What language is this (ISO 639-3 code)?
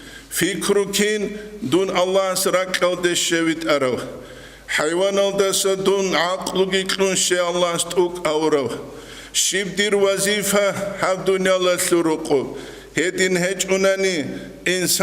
ava